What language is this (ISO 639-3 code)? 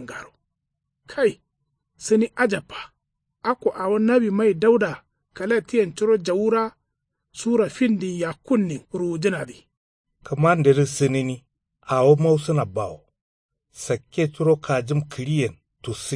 kau